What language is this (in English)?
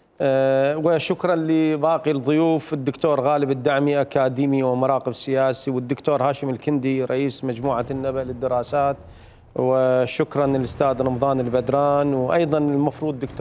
Mesopotamian Arabic